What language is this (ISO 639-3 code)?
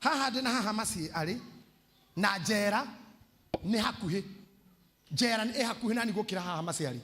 kik